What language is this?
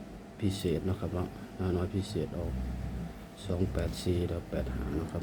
Northeastern Thai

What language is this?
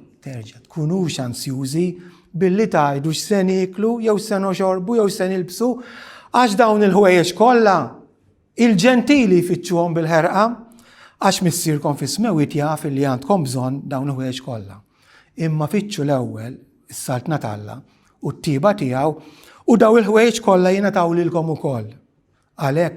Maltese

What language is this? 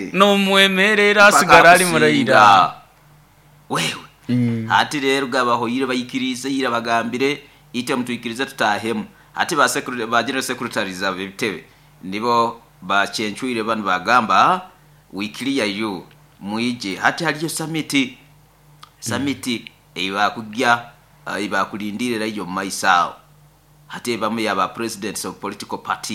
Nyoro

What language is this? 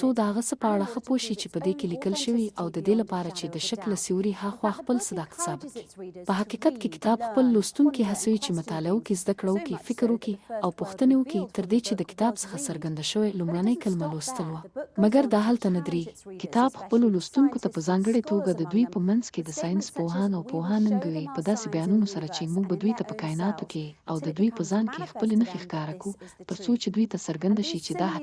Pashto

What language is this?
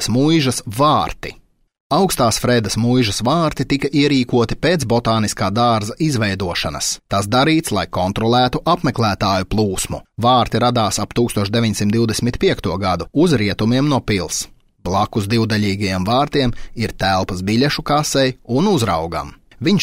Latvian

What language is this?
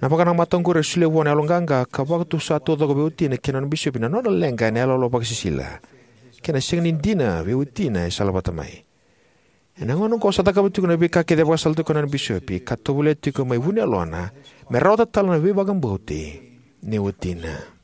Fijian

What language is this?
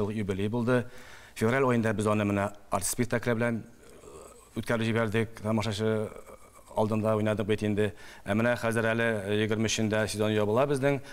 Tatar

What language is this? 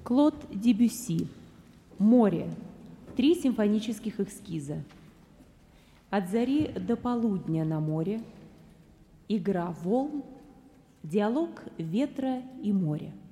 Russian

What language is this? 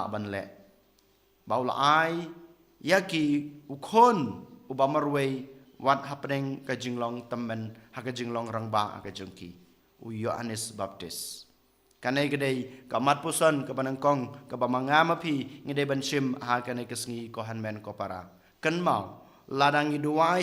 Khasi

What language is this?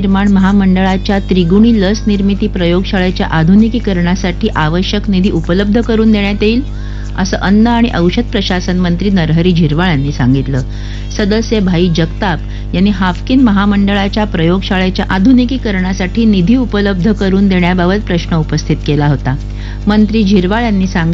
Marathi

